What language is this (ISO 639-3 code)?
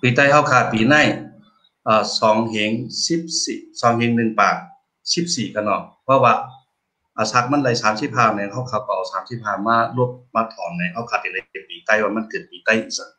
shn